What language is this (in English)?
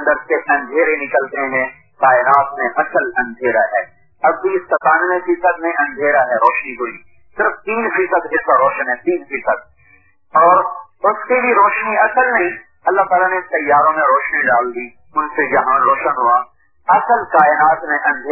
Urdu